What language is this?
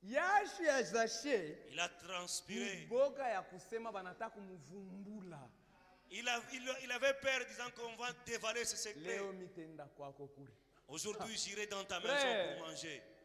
Swahili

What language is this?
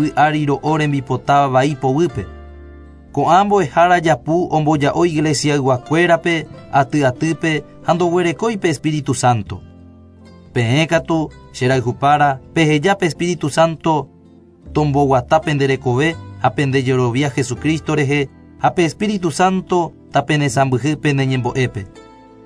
Guarani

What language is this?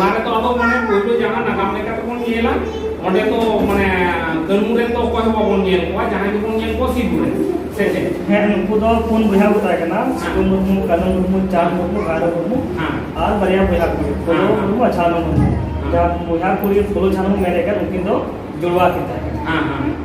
Santali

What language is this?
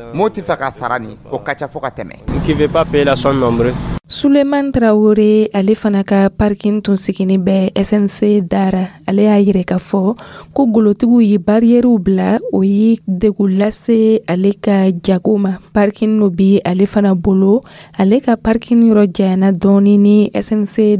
Dyula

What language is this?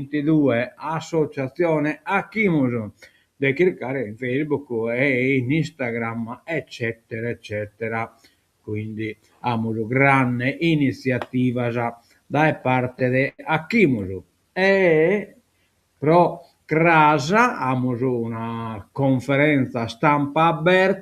Sardinian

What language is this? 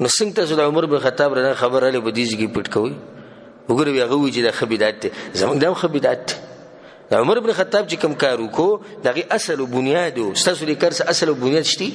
Pashto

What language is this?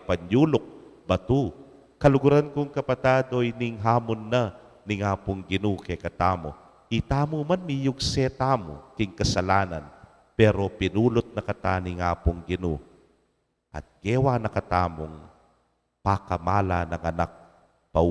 Pampanga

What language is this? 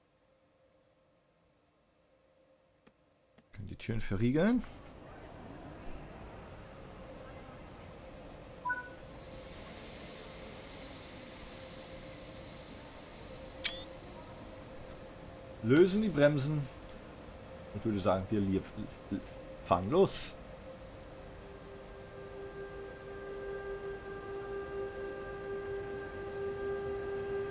German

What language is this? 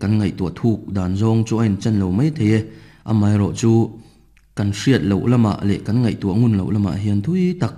Mizo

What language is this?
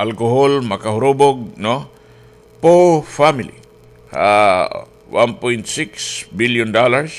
Waray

